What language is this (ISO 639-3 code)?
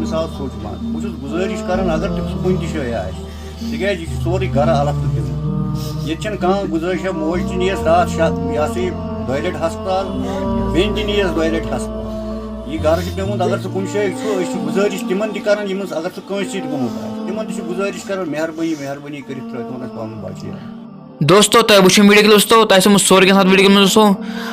kas